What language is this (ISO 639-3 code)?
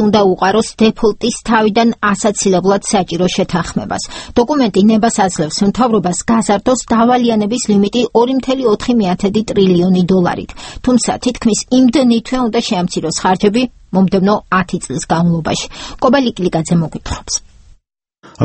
kat